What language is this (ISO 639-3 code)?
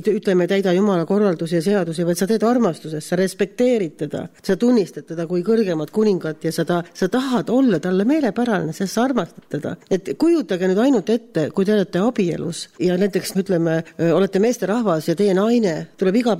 est